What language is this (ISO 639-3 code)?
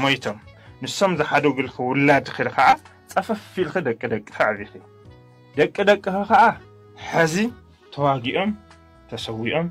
tir